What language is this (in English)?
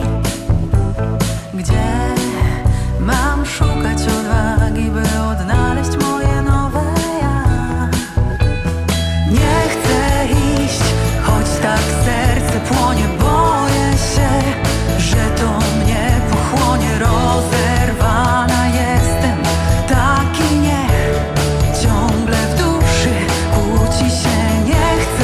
Polish